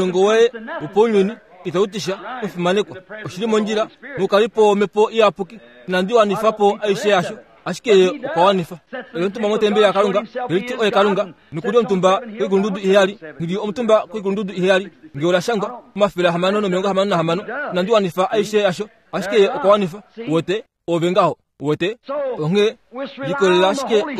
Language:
Kuanyama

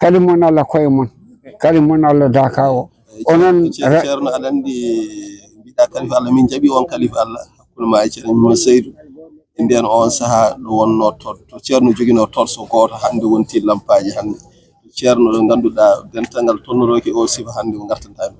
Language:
Fula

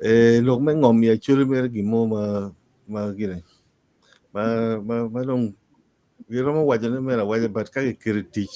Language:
Acoli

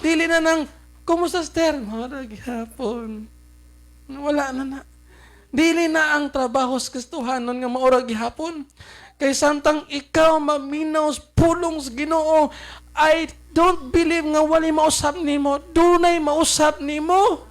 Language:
Cebuano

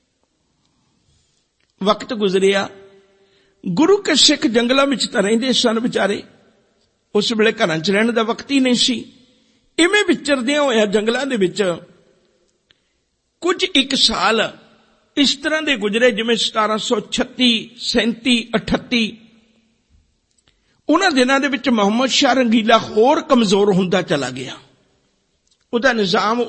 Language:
Punjabi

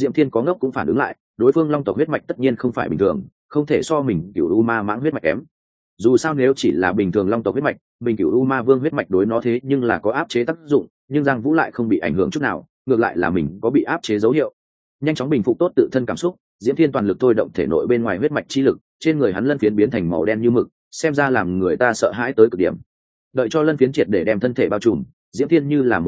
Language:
Vietnamese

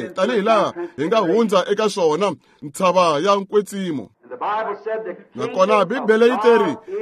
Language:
Tsonga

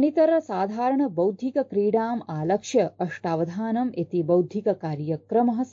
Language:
Sanskrit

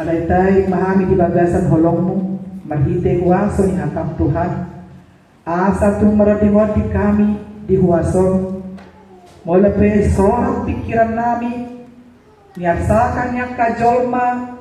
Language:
Batak Toba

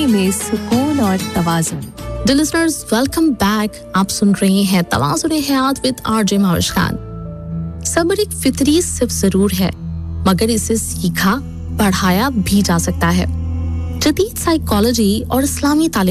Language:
Urdu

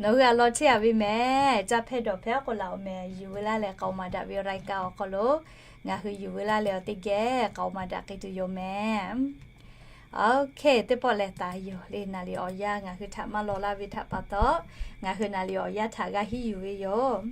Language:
Lahu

